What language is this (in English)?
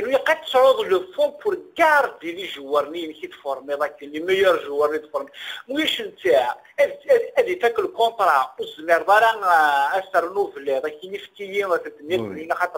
Kabyle